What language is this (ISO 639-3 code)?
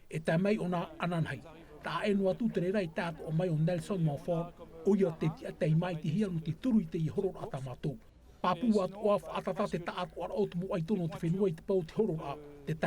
tah